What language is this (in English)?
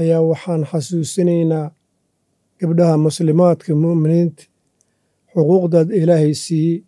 Somali